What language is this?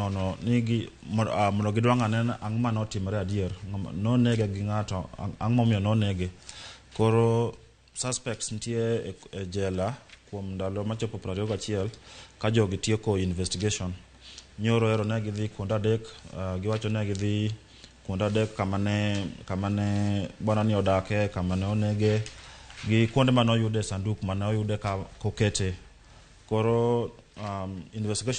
Luo (Kenya and Tanzania)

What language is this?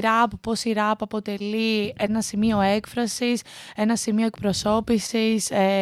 Greek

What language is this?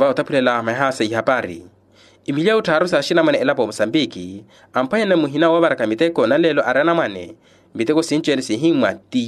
Makhuwa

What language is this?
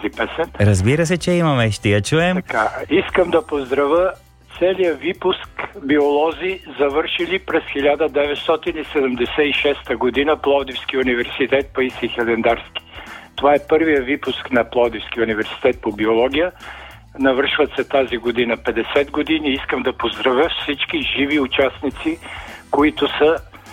Bulgarian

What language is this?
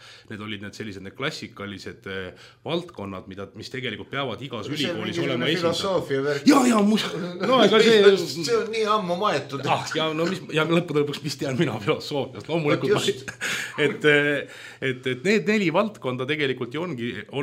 Estonian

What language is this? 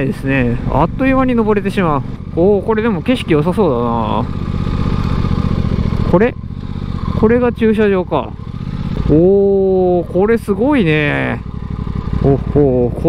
Japanese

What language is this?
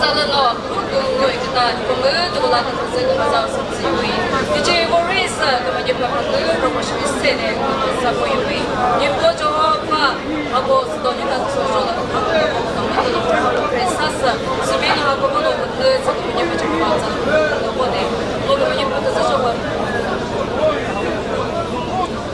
Chokri Naga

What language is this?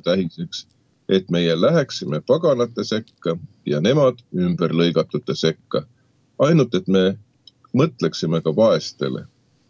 Estonian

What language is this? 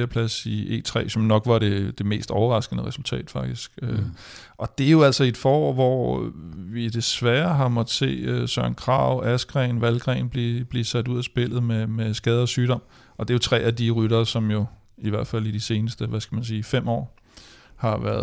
Danish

